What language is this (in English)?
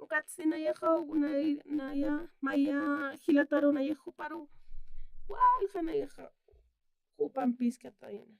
Aymara